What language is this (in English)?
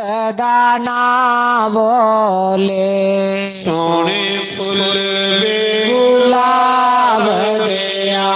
Dogri